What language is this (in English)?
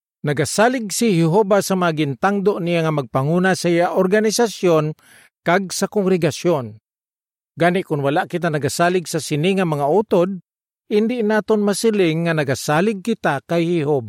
Hiligaynon